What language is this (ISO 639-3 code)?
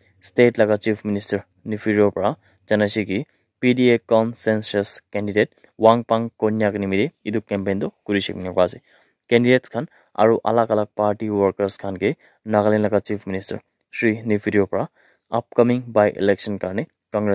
nag